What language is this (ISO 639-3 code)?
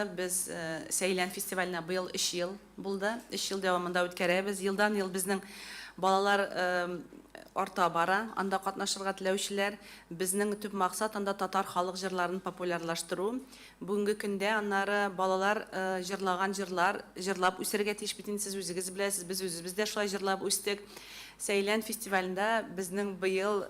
tat